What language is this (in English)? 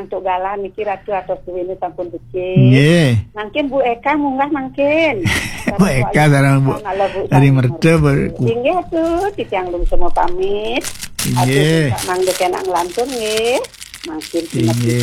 Balinese